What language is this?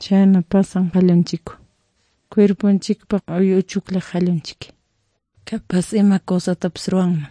Quechua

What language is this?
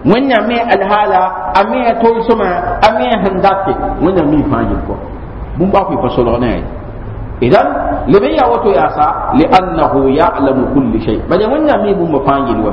Mossi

